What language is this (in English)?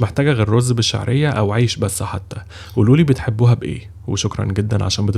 Egyptian Arabic